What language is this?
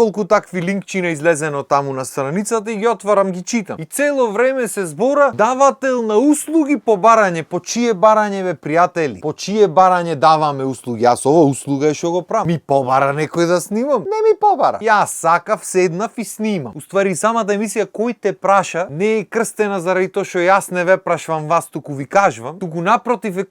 Macedonian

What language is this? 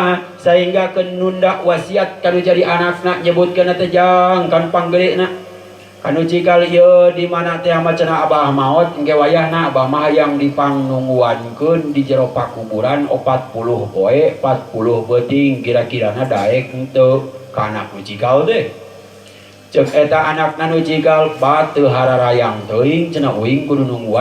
Sundanese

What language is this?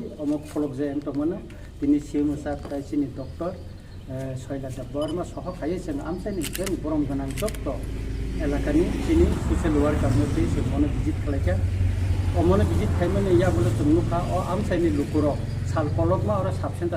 Kok Borok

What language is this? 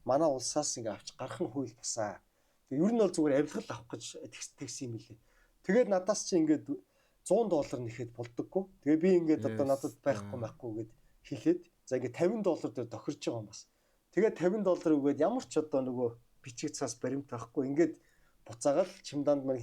Mongolian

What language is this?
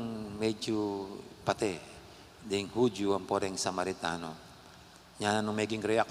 Pampanga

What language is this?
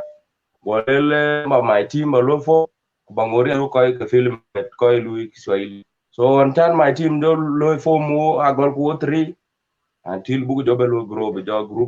Dinka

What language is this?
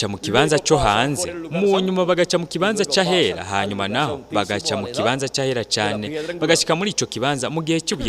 Rundi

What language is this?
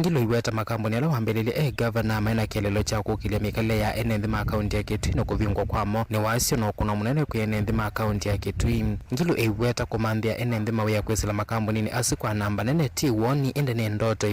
Kamba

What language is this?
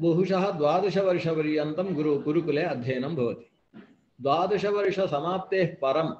Sanskrit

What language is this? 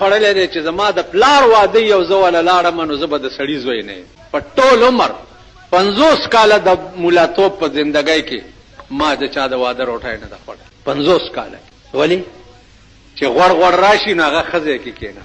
Pashto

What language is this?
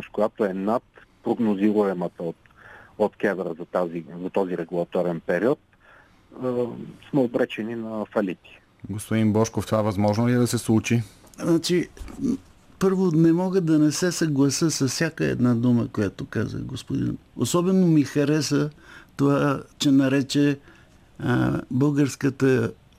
Bulgarian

